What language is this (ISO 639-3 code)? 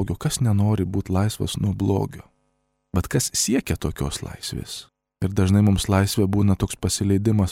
lit